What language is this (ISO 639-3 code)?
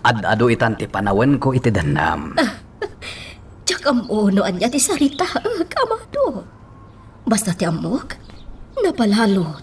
ilo